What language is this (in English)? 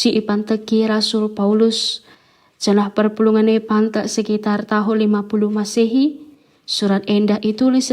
Batak Karo